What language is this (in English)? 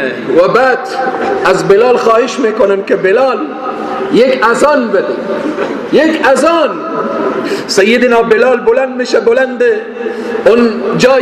Persian